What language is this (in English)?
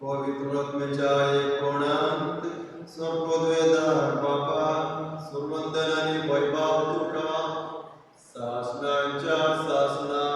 Konkani